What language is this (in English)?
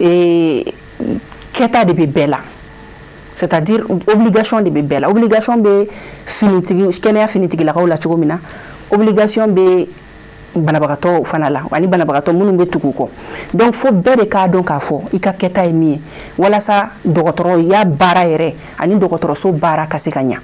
Bambara